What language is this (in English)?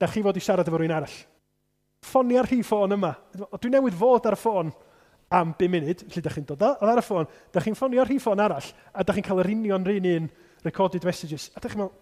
Welsh